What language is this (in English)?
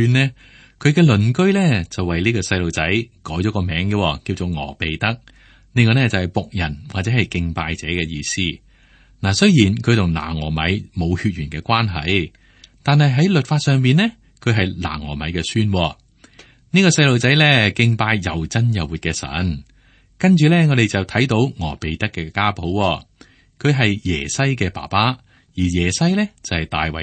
Cantonese